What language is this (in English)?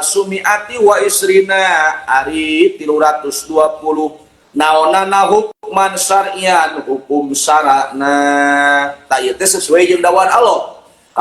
Sundanese